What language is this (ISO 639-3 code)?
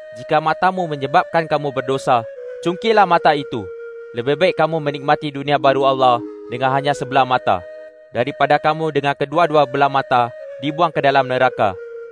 msa